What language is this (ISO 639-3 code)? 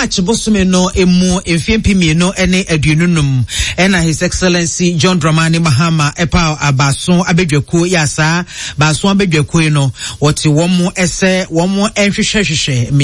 aka